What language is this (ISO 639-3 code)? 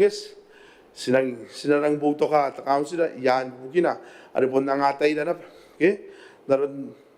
gil